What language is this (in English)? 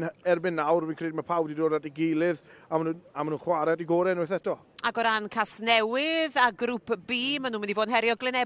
Welsh